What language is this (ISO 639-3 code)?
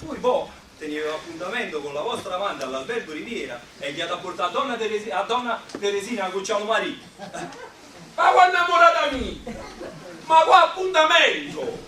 nap